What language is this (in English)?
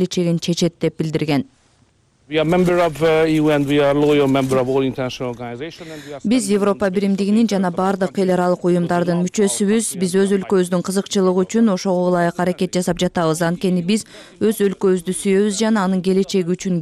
Kyrgyz